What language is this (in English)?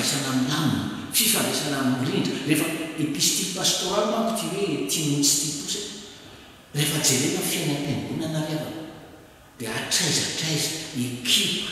Malagasy